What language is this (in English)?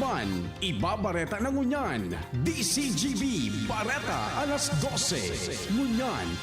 Bikol